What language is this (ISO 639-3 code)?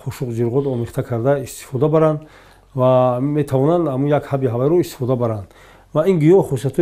tgk